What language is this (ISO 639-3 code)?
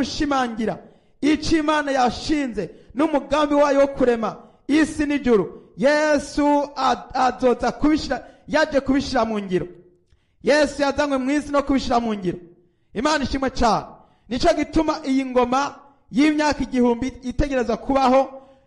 run